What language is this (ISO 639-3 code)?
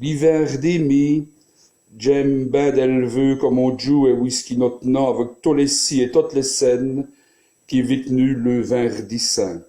wln